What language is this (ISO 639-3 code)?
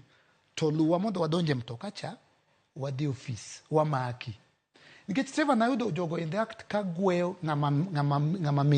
luo